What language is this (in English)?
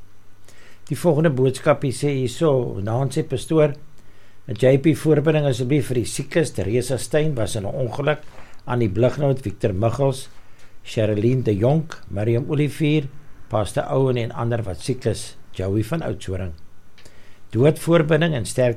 Afrikaans